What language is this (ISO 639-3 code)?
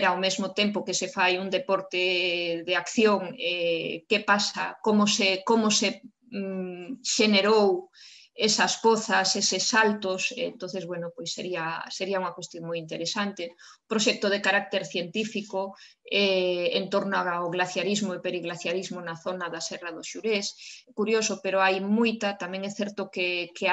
glg